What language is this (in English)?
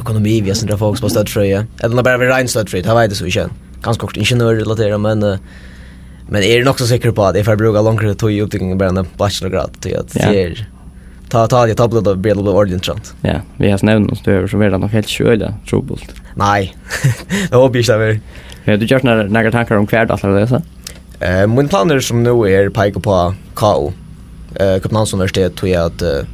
Faroese